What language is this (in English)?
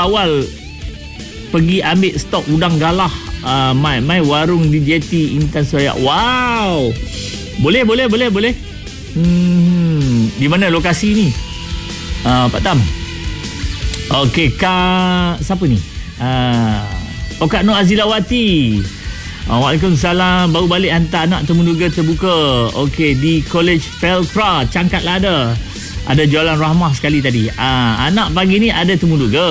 Malay